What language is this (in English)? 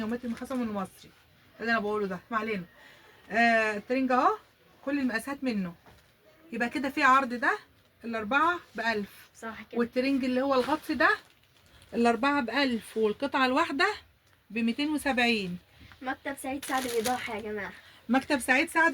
Egyptian Arabic